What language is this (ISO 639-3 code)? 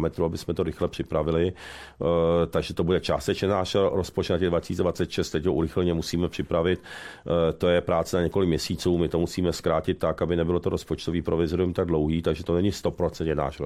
ces